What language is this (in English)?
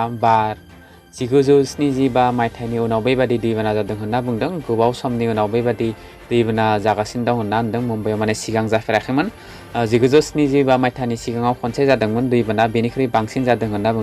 Bodo